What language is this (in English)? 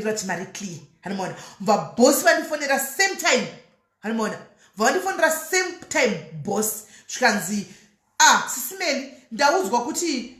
Shona